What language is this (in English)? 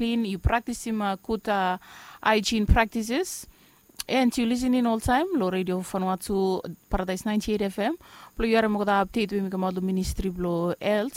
Bislama